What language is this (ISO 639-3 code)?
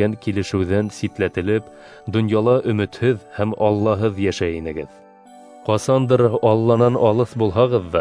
bak